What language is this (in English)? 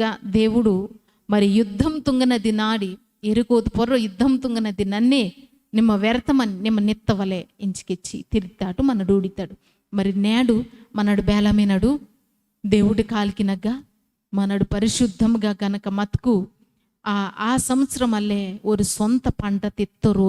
Koya